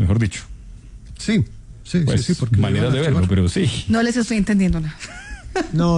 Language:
Spanish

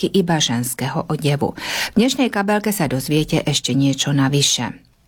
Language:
Slovak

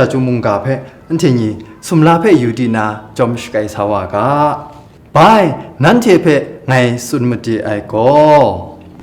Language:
Kachin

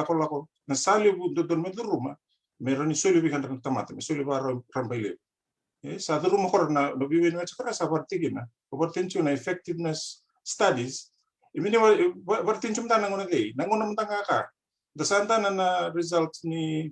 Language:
Fijian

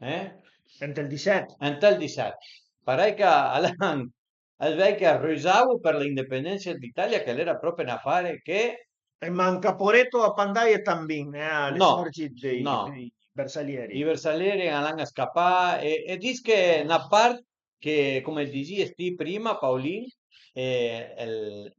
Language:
Piedmontese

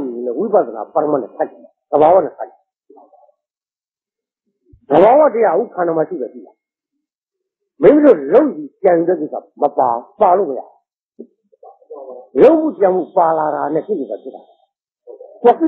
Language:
Burmese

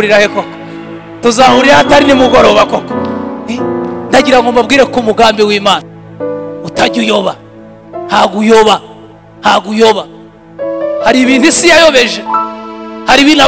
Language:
Kinyarwanda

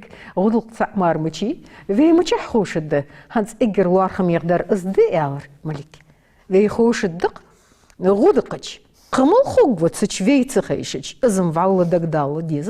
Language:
Ingush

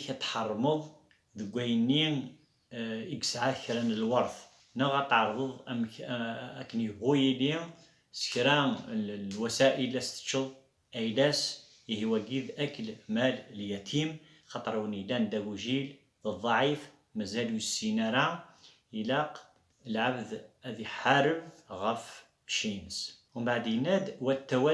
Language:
Kabyle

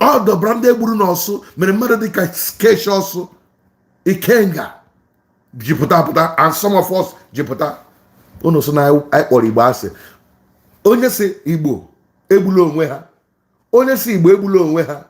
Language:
Igbo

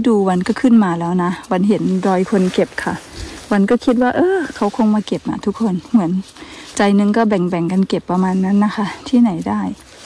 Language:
Thai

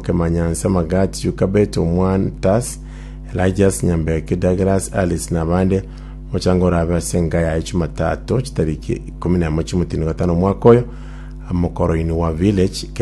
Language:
Gusii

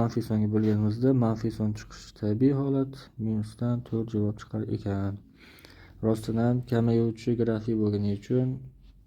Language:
Uzbek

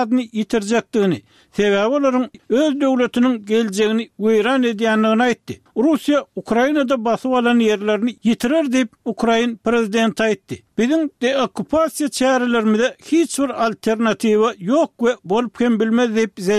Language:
Turkmen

